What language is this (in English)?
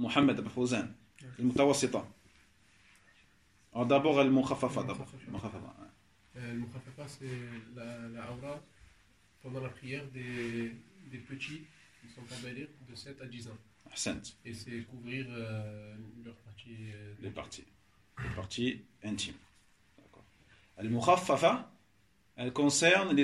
French